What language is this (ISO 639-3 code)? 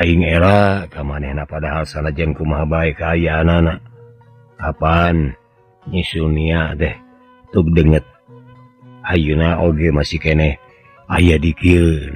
sun